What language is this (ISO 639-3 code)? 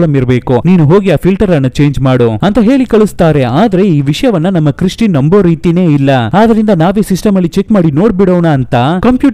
kan